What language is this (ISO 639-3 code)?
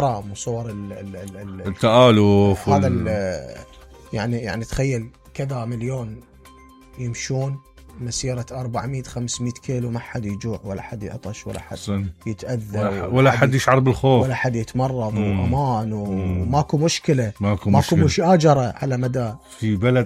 acm